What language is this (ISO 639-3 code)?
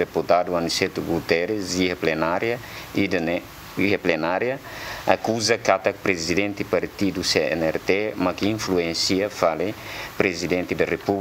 tet